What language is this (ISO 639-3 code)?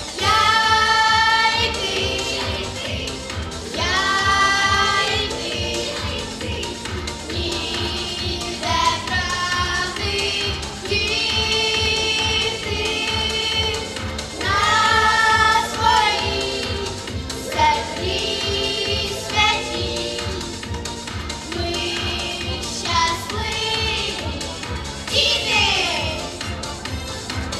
ukr